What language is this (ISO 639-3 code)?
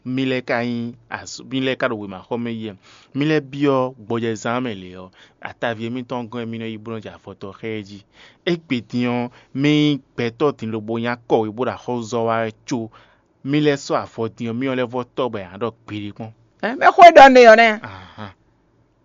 fon